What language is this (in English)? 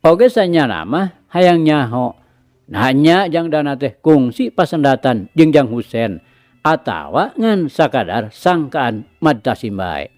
Sundanese